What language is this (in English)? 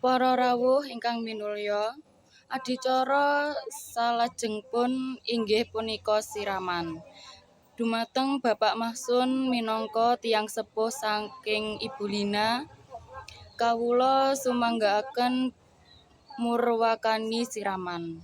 Javanese